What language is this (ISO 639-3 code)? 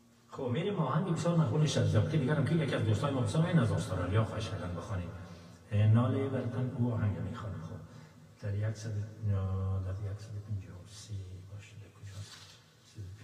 fas